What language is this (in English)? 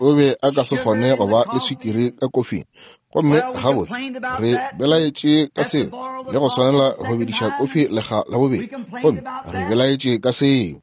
Northern Sotho